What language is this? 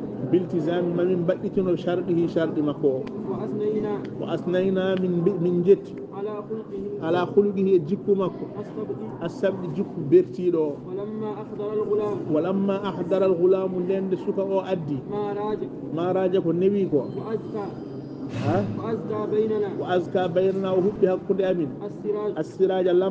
Fula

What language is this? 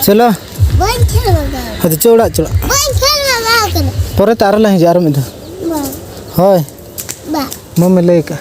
Santali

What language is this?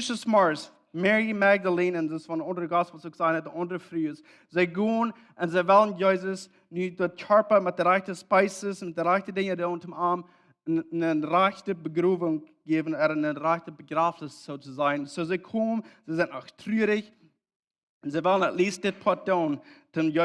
Plautdietsch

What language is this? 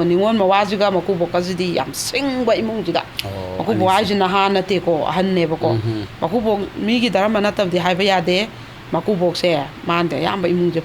Manipuri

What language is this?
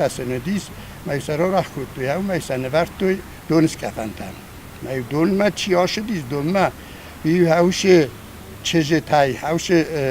Ossetic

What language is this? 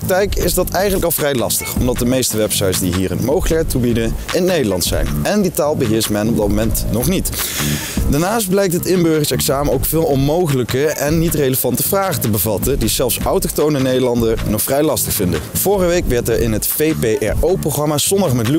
Dutch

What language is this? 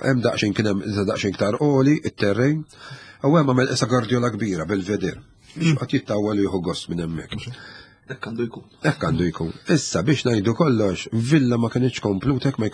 Maltese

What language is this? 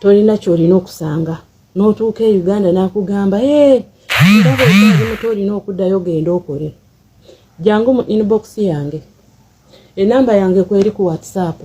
Ganda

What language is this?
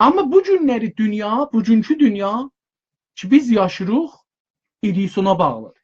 South Azerbaijani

